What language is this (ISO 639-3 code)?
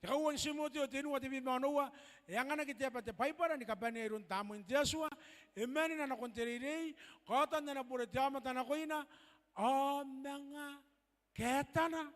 gil